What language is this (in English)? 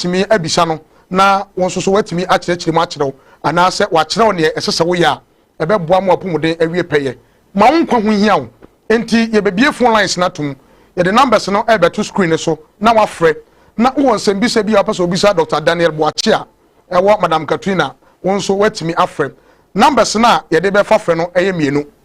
Akan